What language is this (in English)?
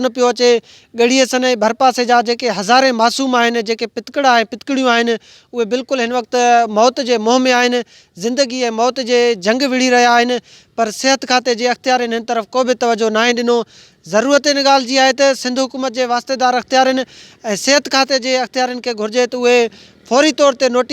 Sindhi